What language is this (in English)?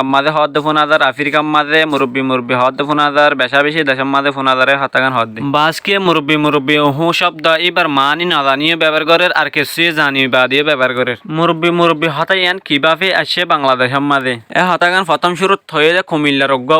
Rohingya